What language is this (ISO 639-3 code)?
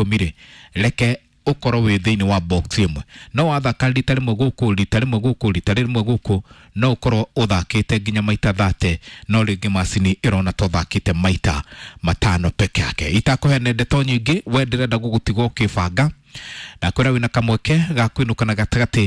kik